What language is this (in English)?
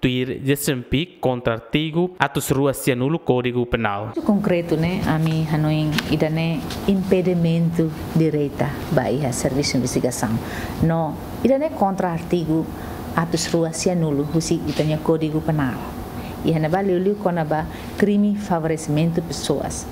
Tetum